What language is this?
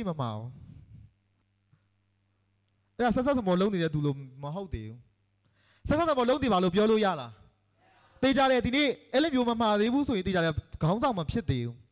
Burmese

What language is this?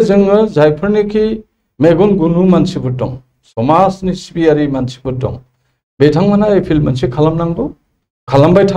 Bodo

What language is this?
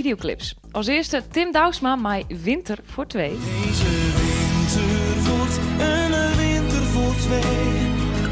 Western Frisian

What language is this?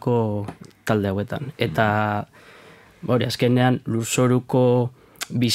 Basque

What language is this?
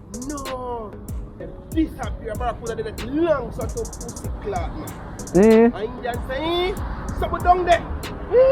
Jamaican Creole English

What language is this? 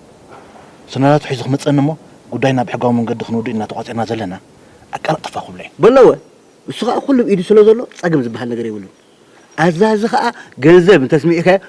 Tigrinya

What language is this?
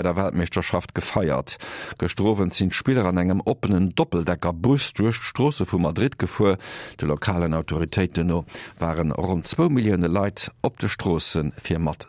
Luxembourgish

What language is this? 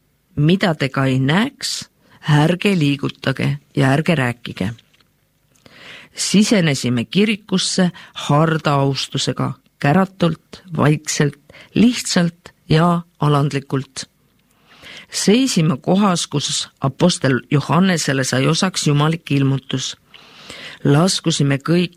Estonian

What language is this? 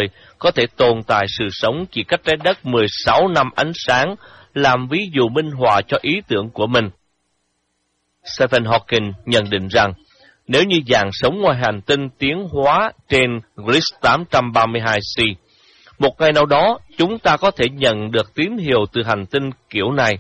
Vietnamese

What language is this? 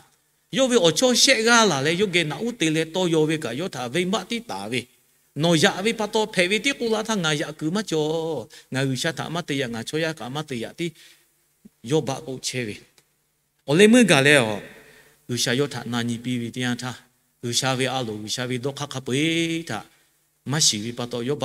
Lahu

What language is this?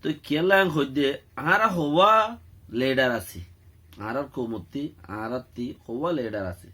Rohingya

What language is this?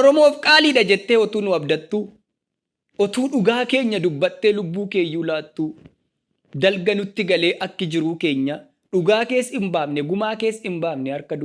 Oromo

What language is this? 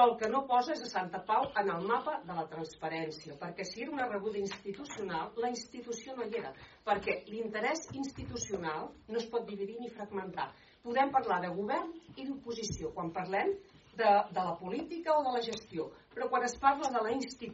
Catalan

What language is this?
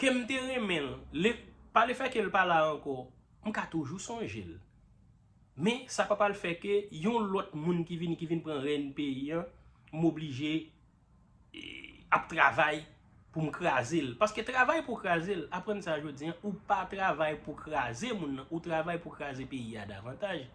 Haitian Creole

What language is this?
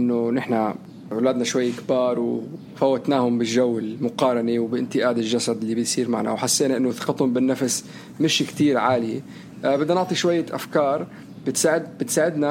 North Levantine Arabic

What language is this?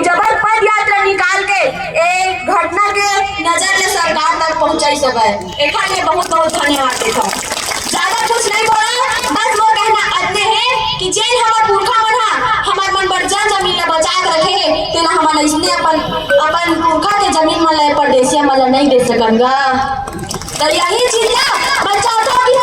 Chhattisgarhi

